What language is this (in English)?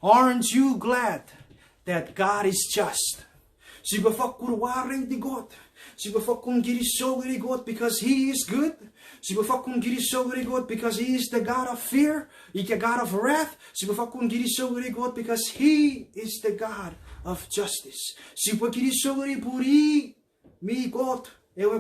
Chuukese